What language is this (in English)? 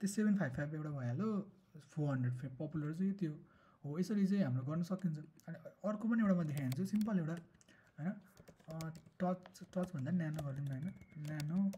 Nepali